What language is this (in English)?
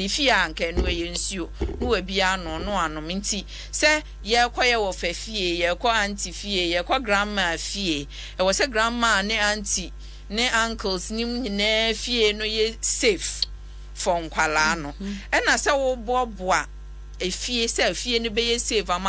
Akan